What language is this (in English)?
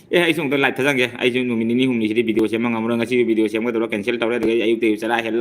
Manipuri